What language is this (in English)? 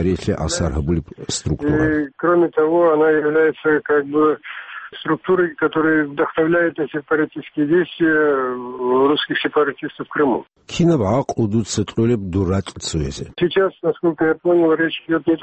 Avaric